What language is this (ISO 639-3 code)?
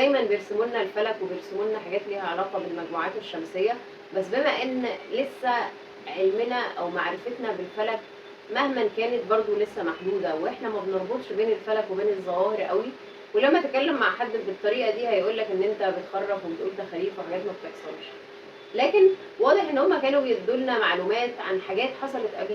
arz